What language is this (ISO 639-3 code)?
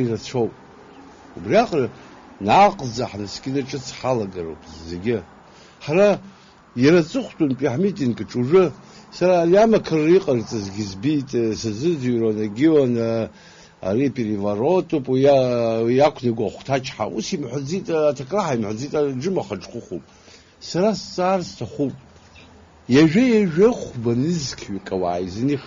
abk